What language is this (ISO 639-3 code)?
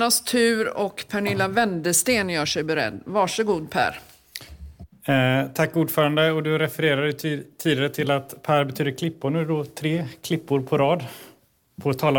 swe